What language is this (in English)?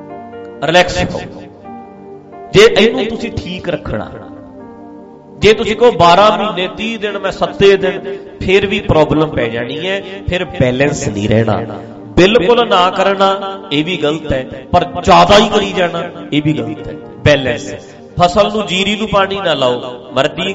Punjabi